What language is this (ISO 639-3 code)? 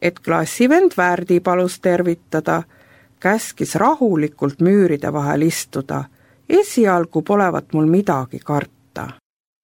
est